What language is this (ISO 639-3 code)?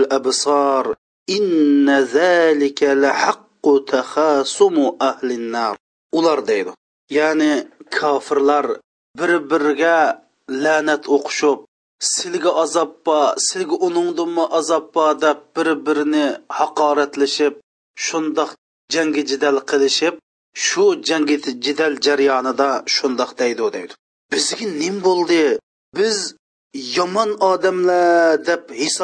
uig